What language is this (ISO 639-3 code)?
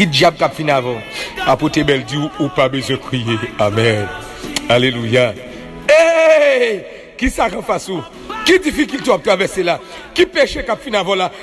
hat